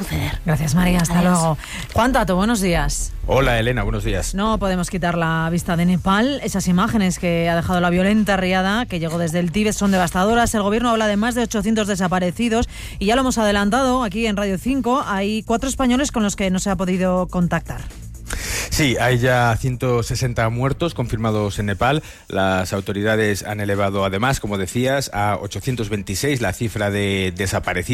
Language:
Spanish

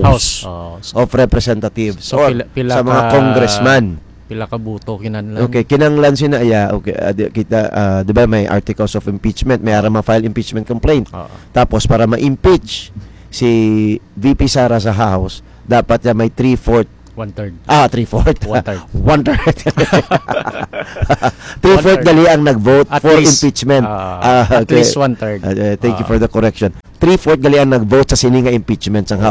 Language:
Hiligaynon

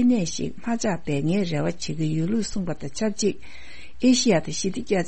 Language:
Tibetan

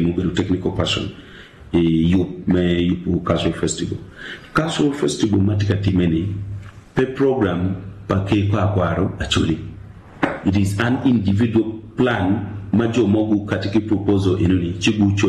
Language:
Acoli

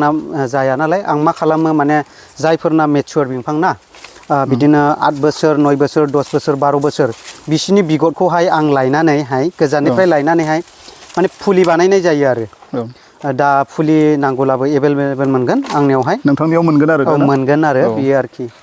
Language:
Bodo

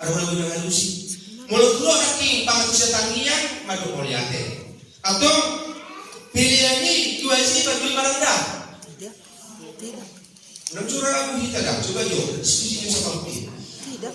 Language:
Batak Toba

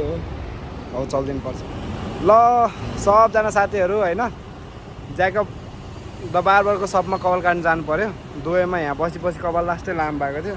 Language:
Nepali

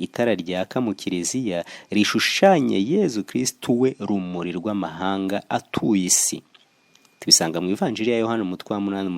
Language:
Kinyarwanda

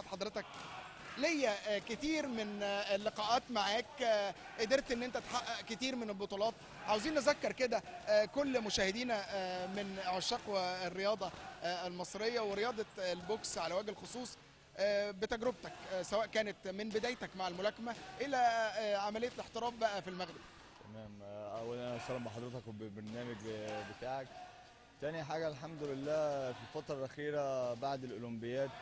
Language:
Egyptian Arabic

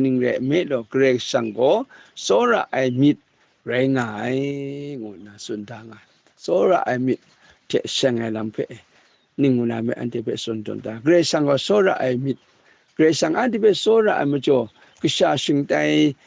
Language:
Kachin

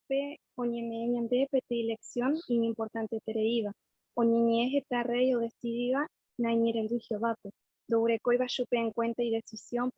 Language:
Guarani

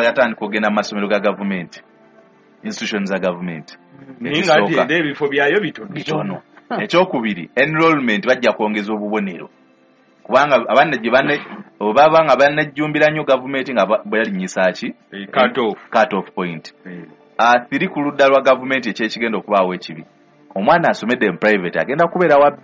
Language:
Ganda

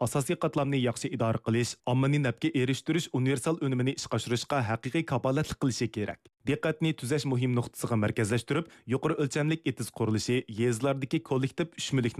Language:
Uyghur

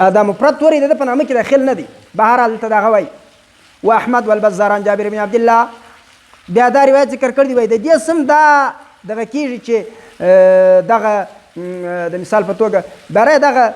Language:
Pashto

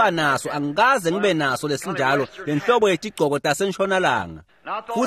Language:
Swati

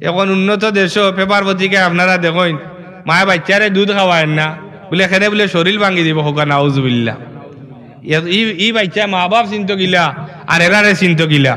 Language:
Sylheti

